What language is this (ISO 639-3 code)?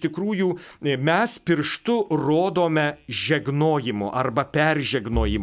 lit